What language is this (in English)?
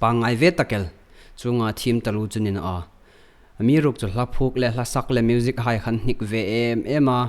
Hmar